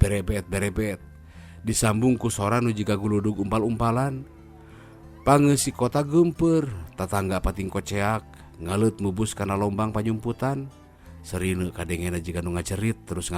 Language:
Sundanese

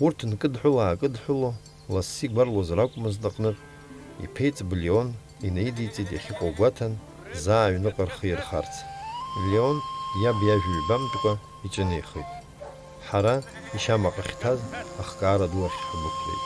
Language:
Abkhazian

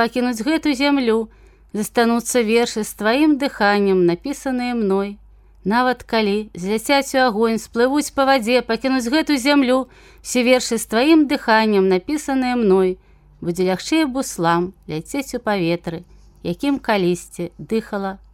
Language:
Belarusian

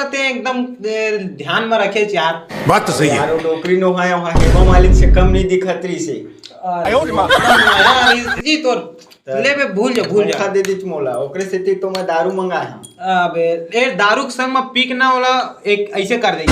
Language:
Chhattisgarhi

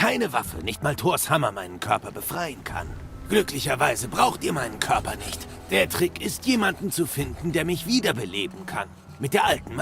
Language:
Bavarian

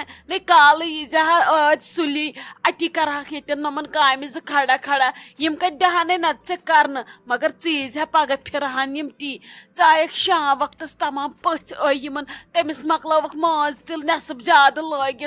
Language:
Kashmiri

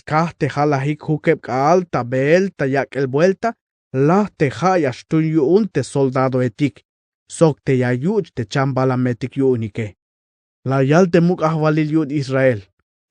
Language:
Tzeltal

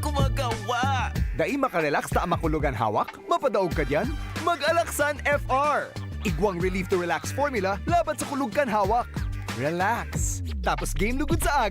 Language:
Bikol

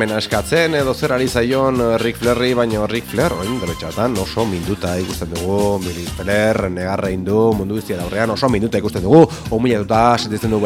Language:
Basque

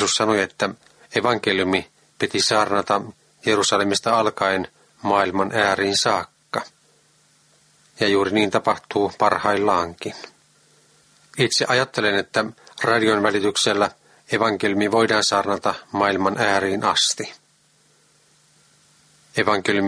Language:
Finnish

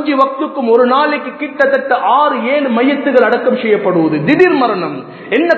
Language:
Tamil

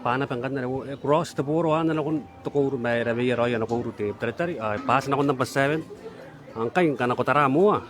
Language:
Gilbertese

